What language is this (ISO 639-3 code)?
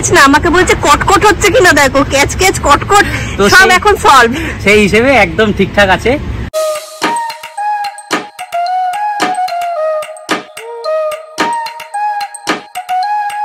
ben